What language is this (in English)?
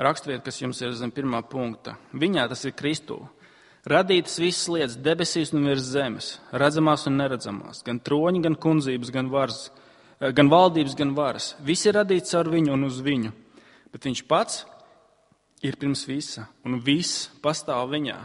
Latvian